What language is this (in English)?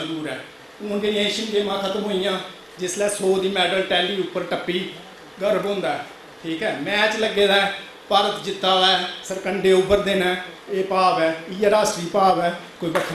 Dogri